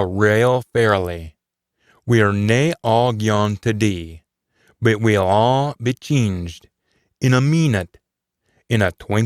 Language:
Scots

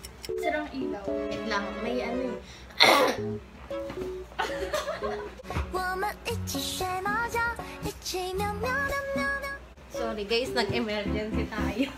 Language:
Filipino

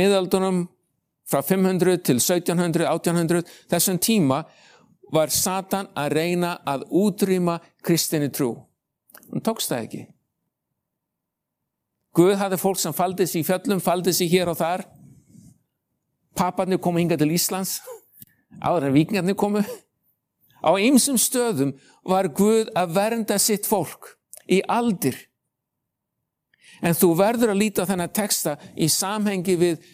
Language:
Icelandic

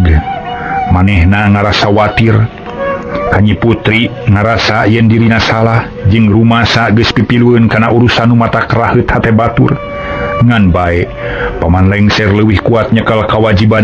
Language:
Sundanese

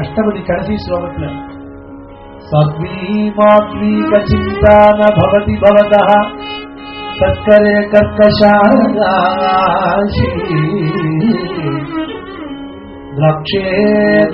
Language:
Tamil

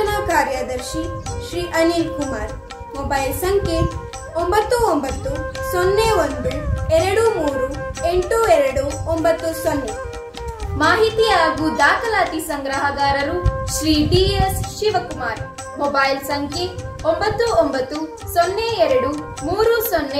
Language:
Kannada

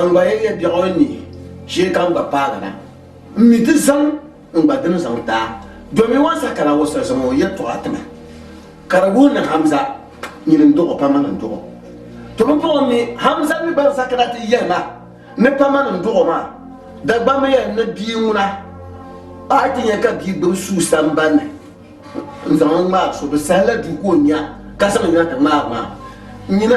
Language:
Dagbani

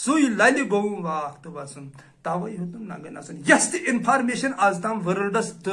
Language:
Kashmiri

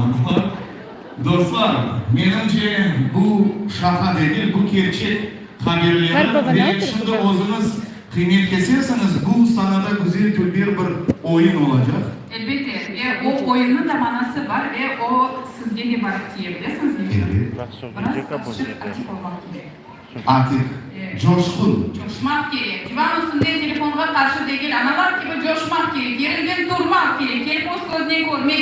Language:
Crimean Tatar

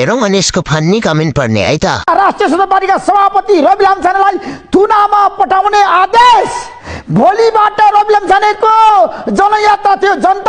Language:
Nepali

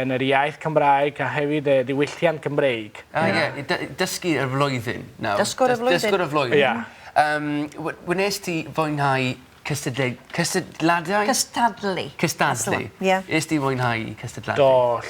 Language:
Welsh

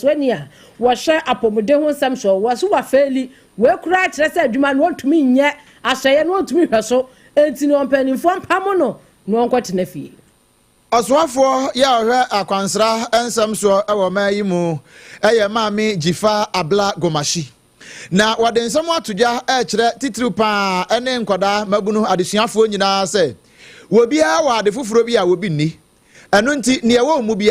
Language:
Akan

